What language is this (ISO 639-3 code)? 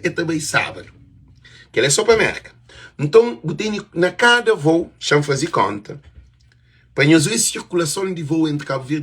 kea